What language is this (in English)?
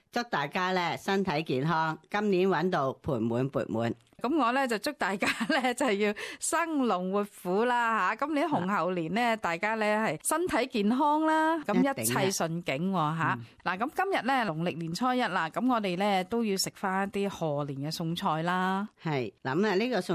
Cantonese